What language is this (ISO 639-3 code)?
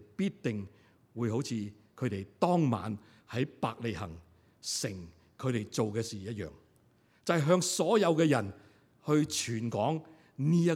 yue